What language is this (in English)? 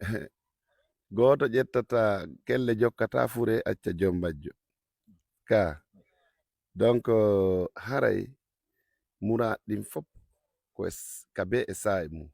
Fula